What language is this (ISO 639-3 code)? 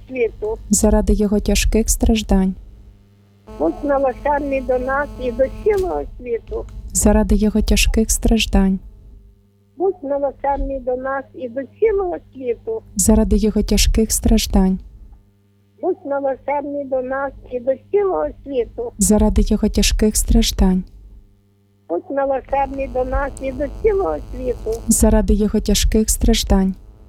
ukr